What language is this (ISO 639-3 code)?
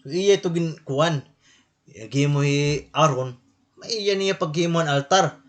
war